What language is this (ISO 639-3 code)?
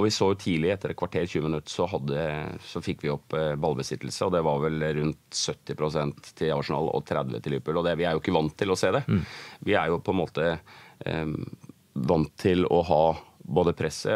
nor